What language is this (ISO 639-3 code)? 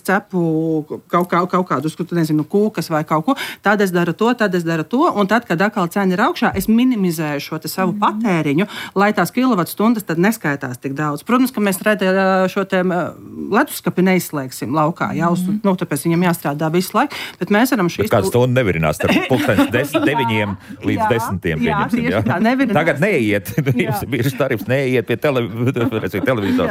lav